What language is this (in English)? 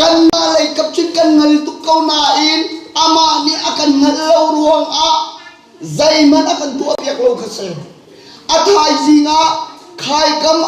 Hakha Chin